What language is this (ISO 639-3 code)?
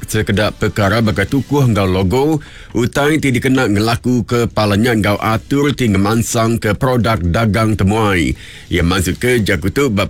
iba